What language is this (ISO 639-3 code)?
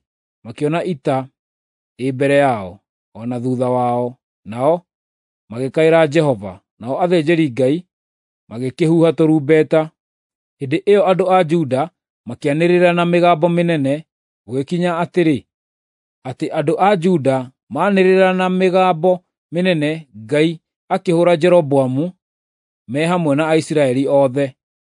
kik